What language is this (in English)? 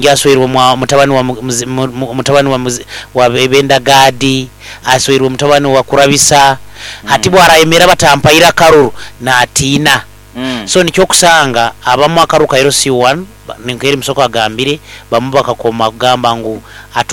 Nyoro